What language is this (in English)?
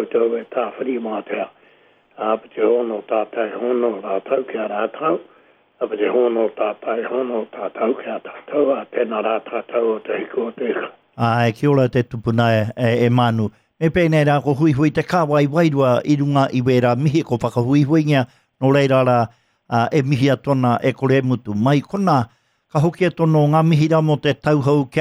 Māori